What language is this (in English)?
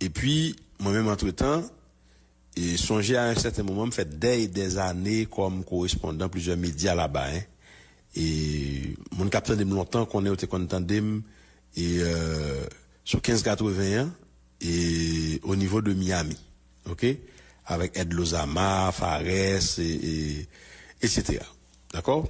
Haitian Creole